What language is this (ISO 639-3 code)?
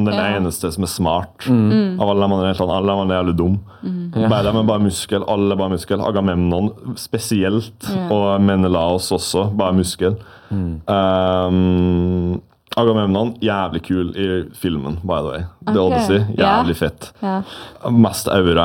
nor